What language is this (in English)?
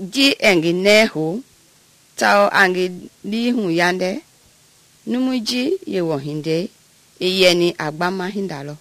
Mende